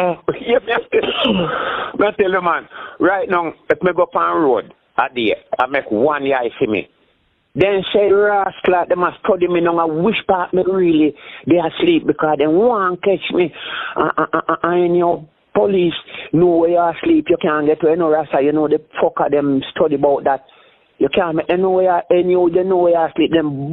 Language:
Jamaican Creole English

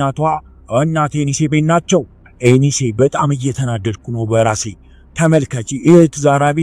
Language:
Amharic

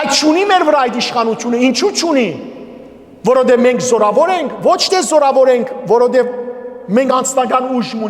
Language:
Western Armenian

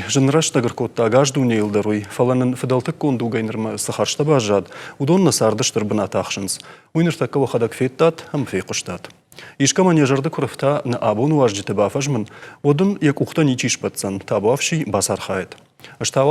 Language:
Ossetic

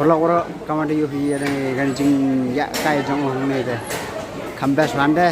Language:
Khasi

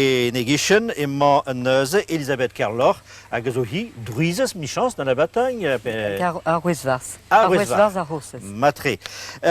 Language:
Breton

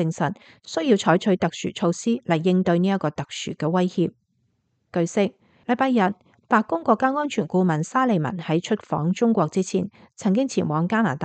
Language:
Cantonese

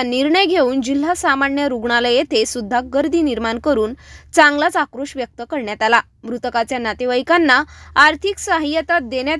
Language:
Marathi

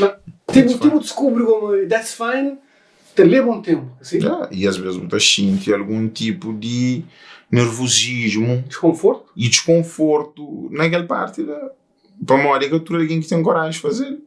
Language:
Kabuverdianu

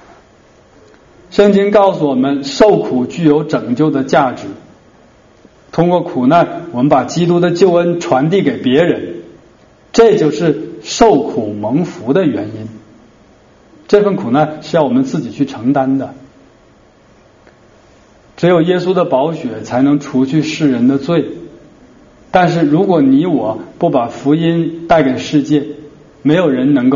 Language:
Chinese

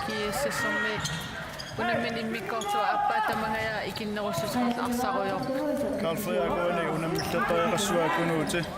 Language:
Kalaallisut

